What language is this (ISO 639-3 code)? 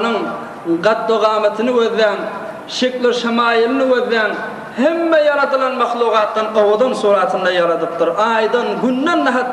tuk